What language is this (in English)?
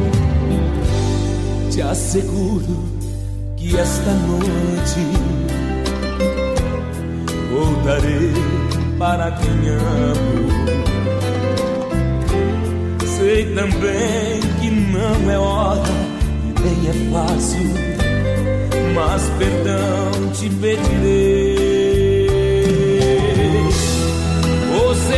Portuguese